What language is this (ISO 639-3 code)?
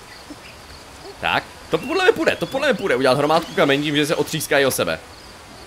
ces